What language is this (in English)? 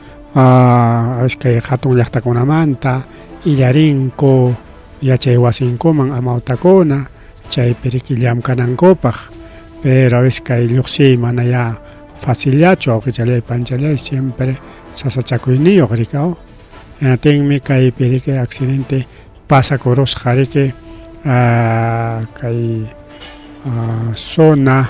Ayacucho Quechua